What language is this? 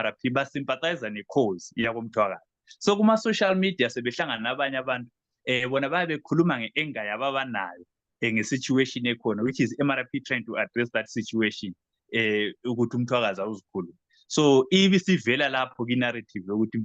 Zulu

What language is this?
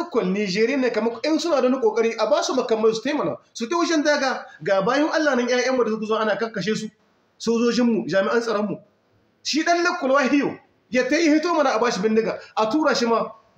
Hausa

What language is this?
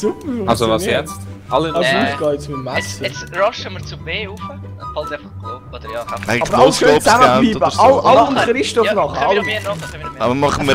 Swiss German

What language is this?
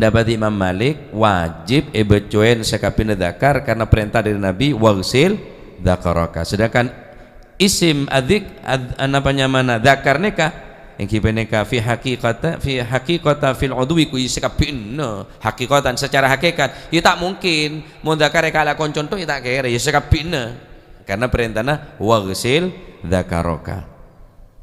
Madurese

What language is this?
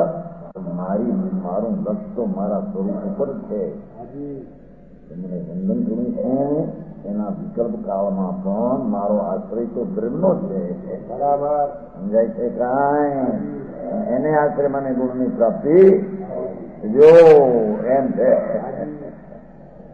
Gujarati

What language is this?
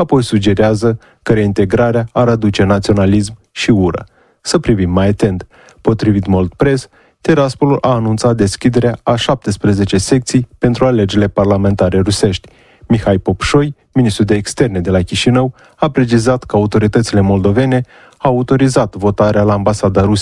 Romanian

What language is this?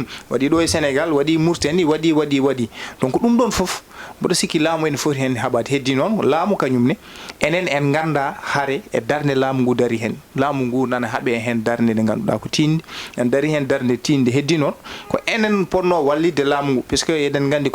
Fula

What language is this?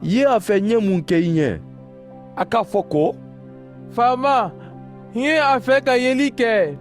Mandingo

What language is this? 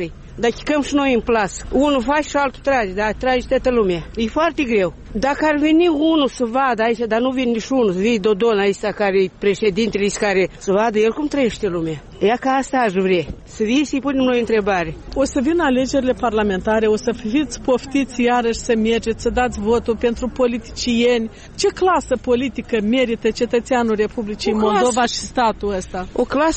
Romanian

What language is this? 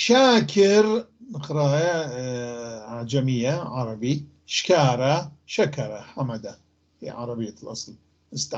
North Levantine Arabic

